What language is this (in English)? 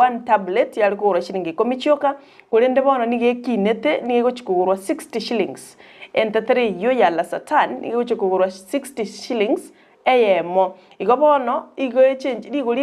Gusii